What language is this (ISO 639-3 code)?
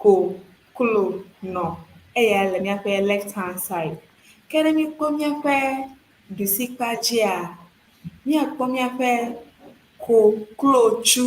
ewe